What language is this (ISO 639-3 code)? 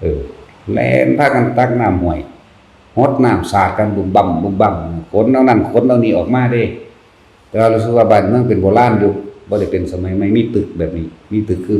lao